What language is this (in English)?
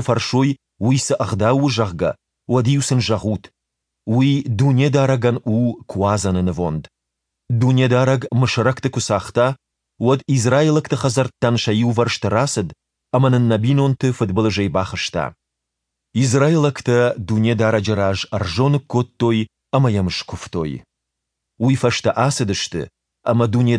Ossetic